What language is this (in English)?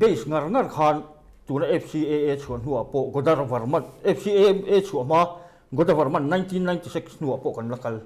Mizo